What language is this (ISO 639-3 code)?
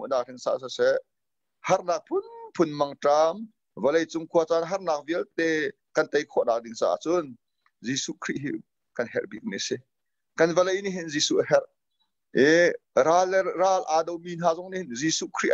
cnh